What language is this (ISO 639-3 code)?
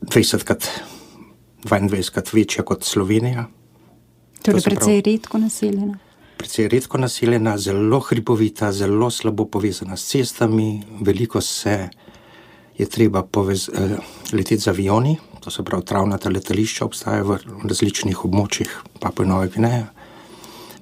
slv